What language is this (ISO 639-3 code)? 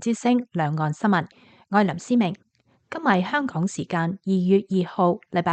yue